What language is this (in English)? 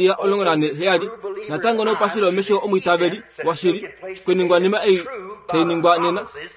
Kuanyama